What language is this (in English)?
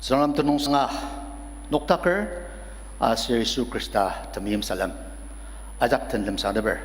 Ao Naga